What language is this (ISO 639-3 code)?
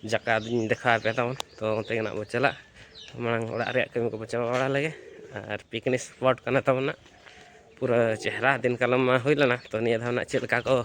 sat